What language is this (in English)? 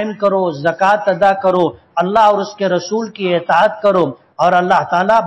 Urdu